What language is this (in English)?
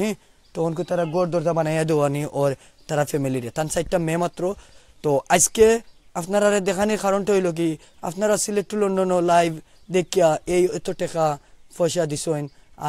Sylheti